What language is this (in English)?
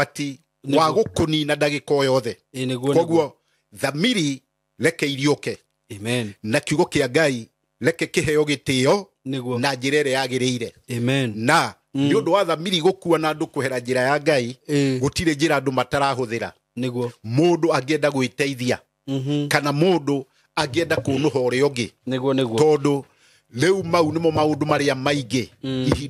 Kikuyu